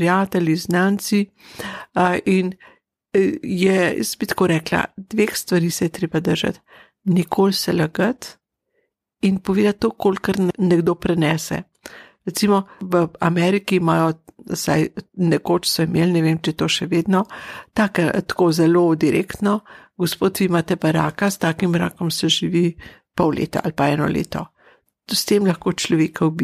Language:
Slovenian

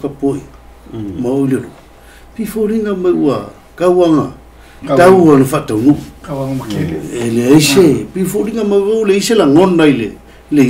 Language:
Samoan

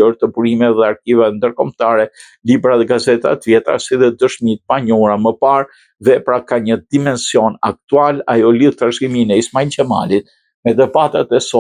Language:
Albanian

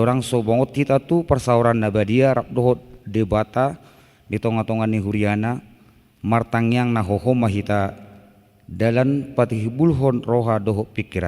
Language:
Batak Toba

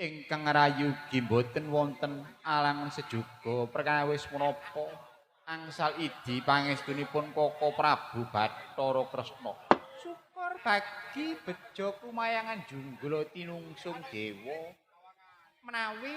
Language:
Javanese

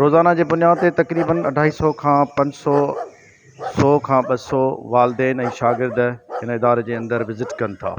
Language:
Sindhi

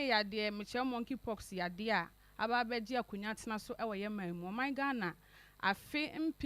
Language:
Akan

